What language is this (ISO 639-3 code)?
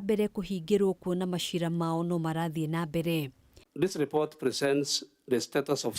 kik